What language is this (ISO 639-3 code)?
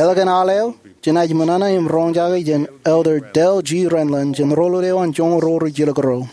mah